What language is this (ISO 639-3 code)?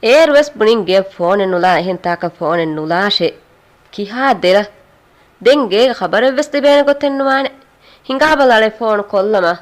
div